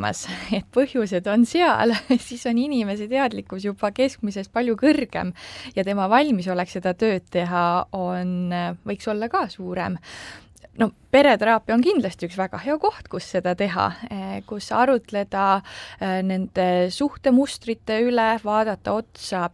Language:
Estonian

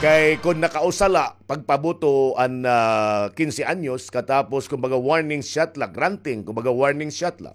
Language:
Waray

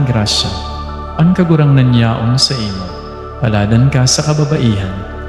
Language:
Bikol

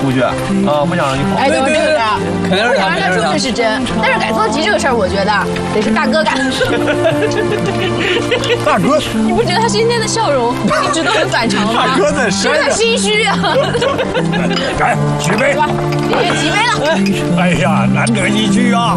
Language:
Chinese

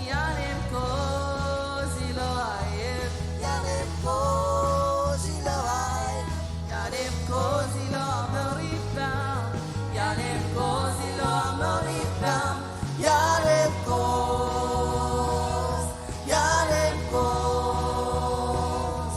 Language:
Marshallese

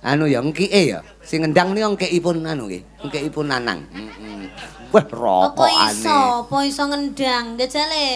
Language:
Javanese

